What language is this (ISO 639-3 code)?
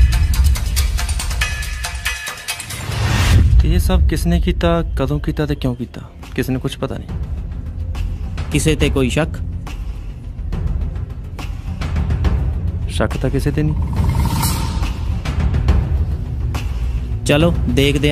pan